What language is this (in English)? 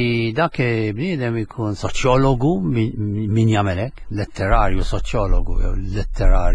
Maltese